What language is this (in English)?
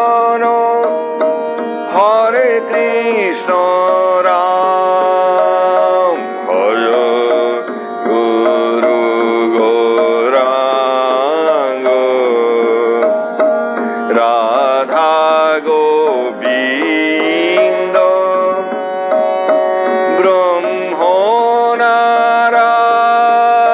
Bangla